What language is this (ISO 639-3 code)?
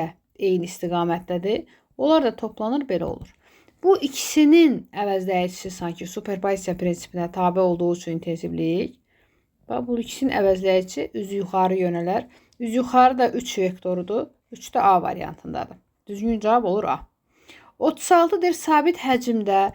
aze